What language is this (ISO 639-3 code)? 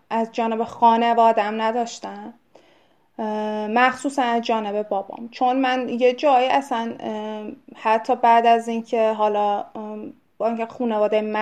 fas